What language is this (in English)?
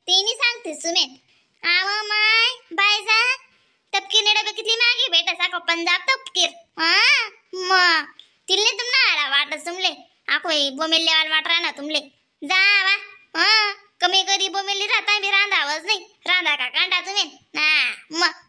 Khandesi